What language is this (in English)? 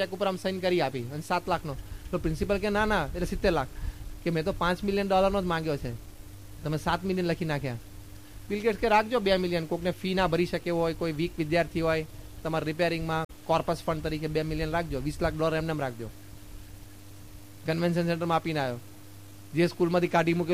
Gujarati